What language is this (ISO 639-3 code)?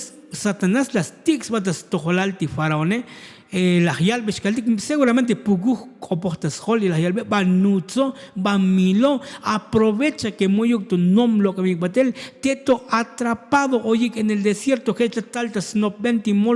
tzo